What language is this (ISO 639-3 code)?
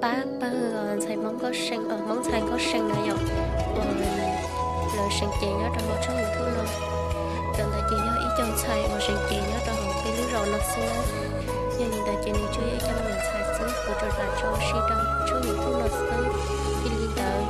hmn